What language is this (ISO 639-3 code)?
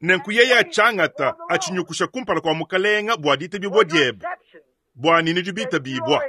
lua